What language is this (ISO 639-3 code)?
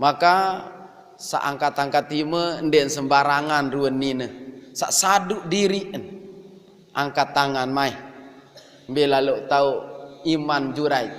sas